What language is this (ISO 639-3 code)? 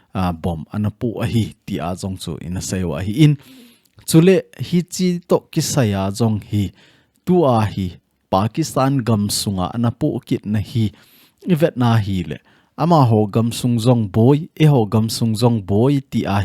tcz